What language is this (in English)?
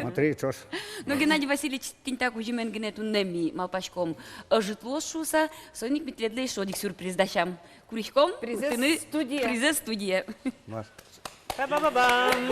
Udmurt